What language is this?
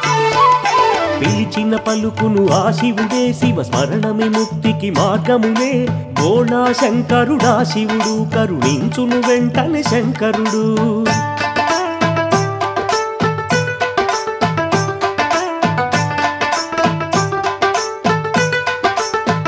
Telugu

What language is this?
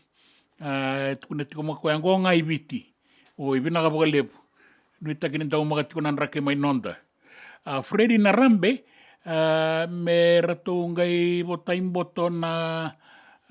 Fijian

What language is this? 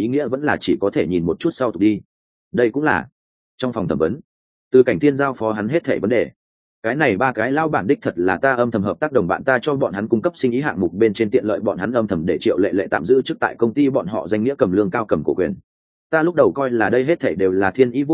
Vietnamese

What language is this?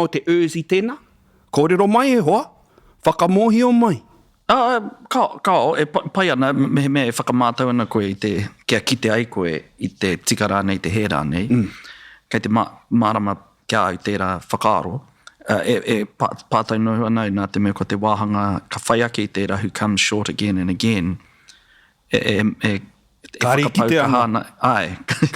Māori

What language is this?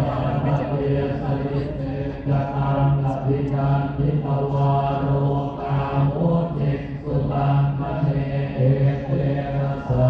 Pali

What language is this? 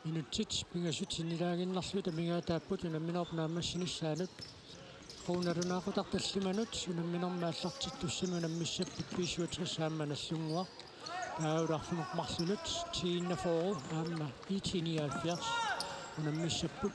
Kalaallisut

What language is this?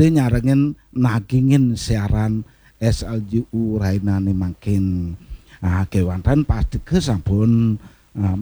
Balinese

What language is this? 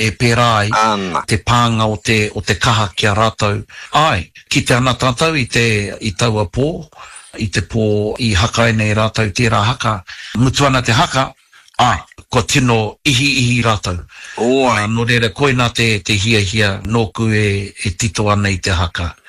Māori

